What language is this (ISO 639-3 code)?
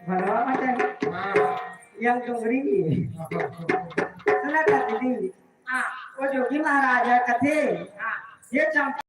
hne